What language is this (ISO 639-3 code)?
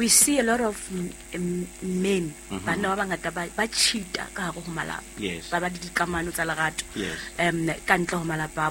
sot